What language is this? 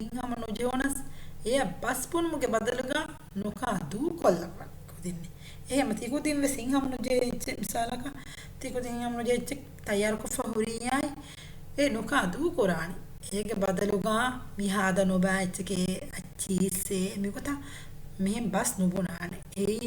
Divehi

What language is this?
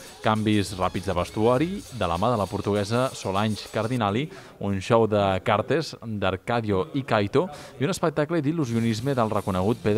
Catalan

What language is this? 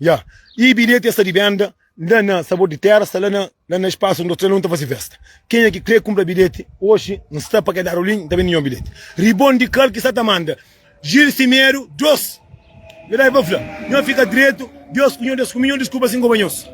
Kabuverdianu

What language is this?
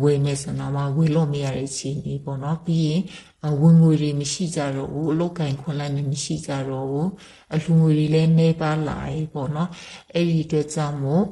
Burmese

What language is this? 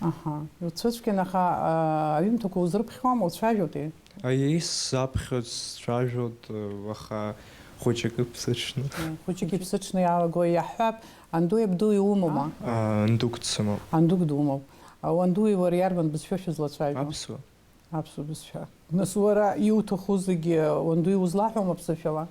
Abkhazian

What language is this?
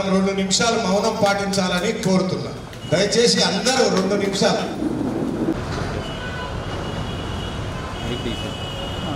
Telugu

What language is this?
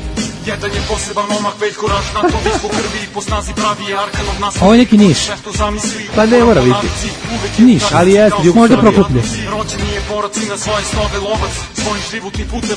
Serbian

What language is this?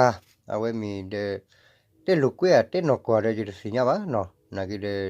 S'gaw Karen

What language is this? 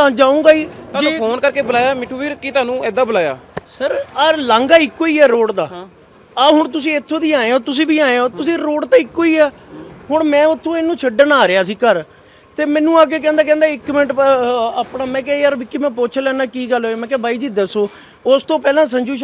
Punjabi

